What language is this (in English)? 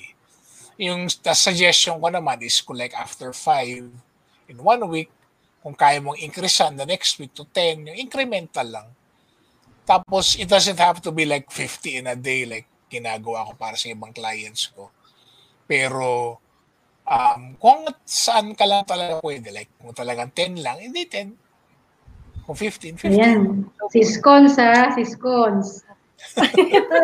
Filipino